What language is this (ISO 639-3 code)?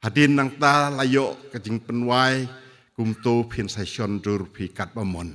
kha